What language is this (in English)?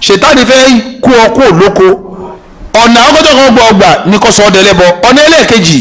Yoruba